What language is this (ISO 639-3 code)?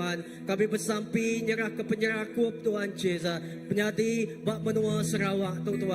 iba